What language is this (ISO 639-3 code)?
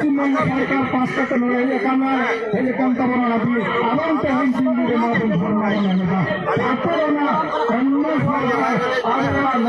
sat